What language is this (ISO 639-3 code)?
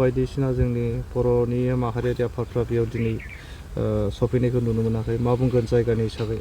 brx